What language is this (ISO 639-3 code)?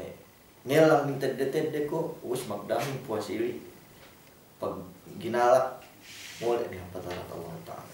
yka